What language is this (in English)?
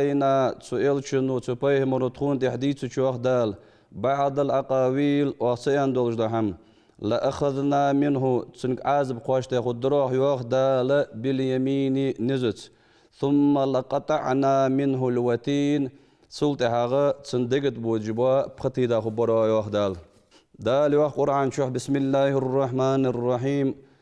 Ingush